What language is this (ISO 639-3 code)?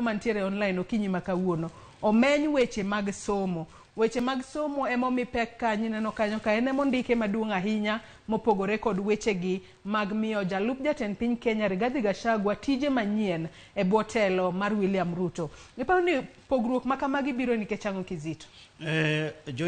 luo